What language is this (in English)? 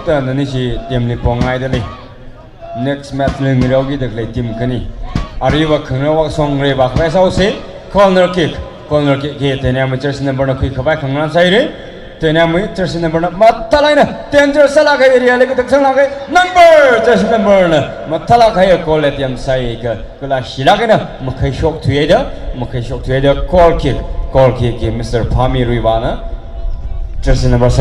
Tangkhul Naga (India)